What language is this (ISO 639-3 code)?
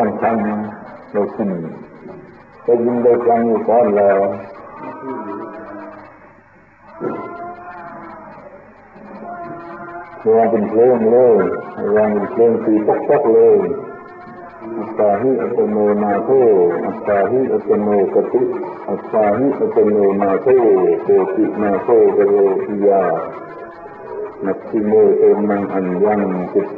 tha